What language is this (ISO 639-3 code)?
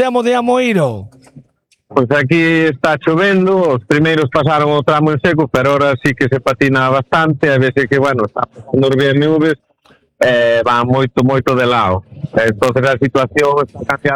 glg